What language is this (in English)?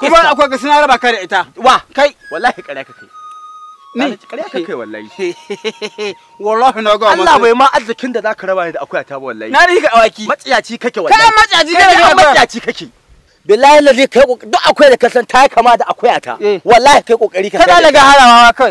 Hausa